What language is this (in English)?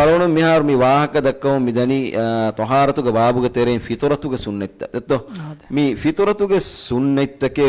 Divehi